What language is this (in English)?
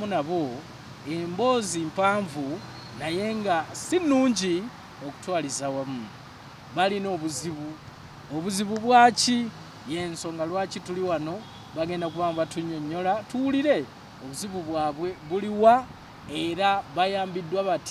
Ganda